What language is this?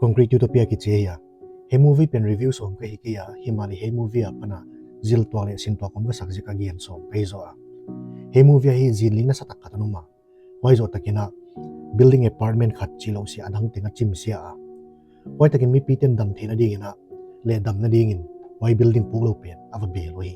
Paite Chin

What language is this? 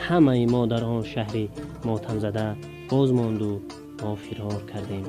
Tajik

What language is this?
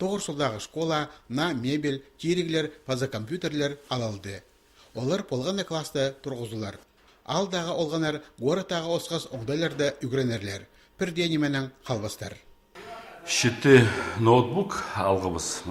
Khakas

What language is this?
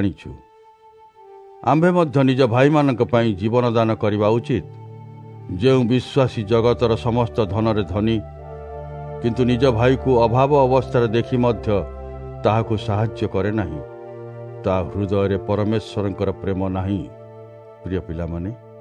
Odia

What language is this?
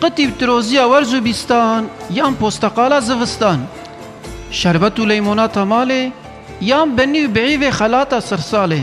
Kurdish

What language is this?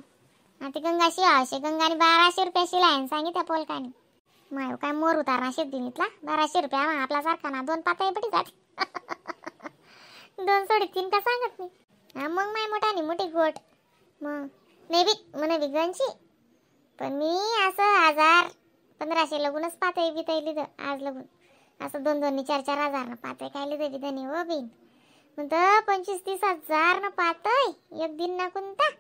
Khandesi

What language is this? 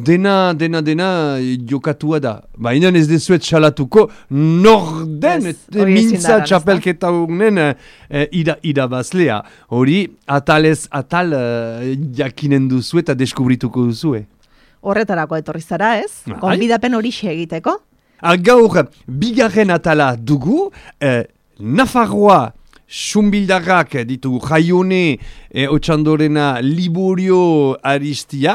Basque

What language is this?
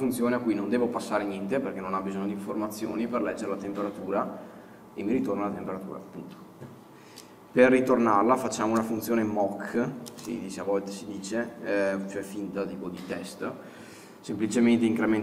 Italian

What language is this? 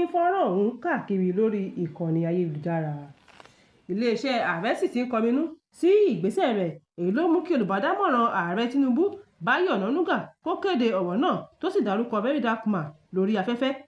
Yoruba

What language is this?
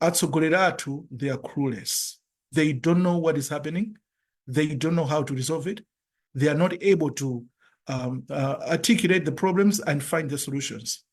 Nyanja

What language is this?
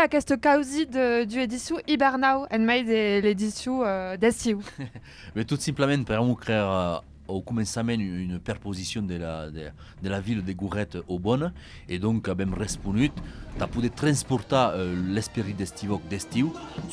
Occitan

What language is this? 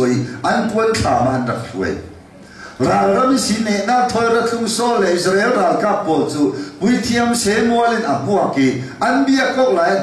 Falam Chin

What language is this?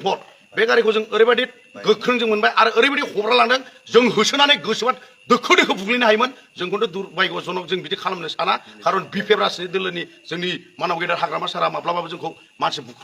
Bodo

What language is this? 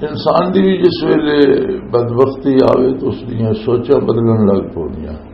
Western Panjabi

